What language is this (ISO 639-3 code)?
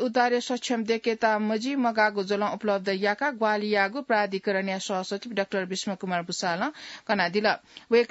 new